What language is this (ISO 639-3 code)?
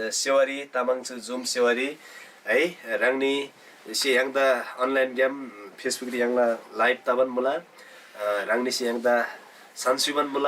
taj